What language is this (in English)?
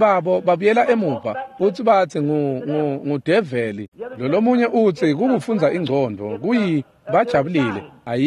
Swati